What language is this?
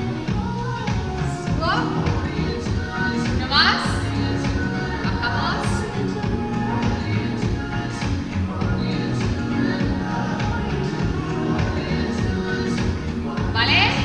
Spanish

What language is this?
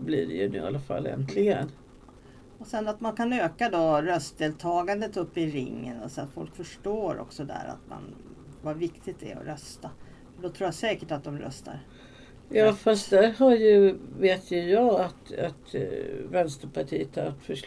Swedish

